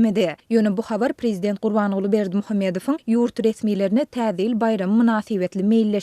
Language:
Turkmen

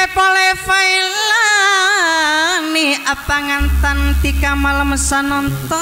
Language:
Madurese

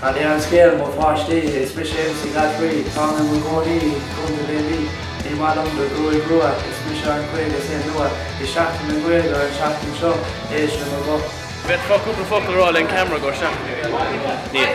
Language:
Irish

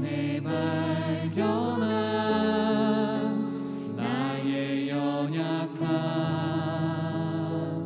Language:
Korean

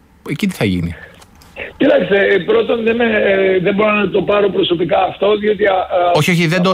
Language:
Greek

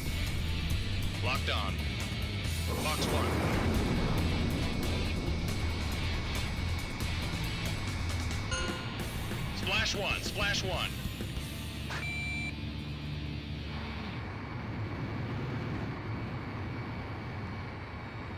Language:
English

